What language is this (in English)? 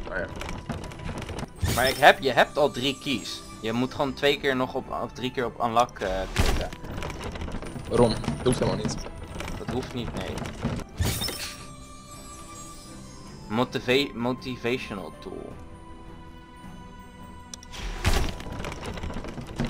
Dutch